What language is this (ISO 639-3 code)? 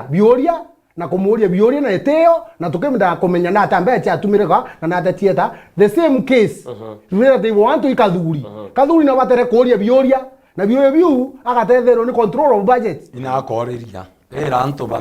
mer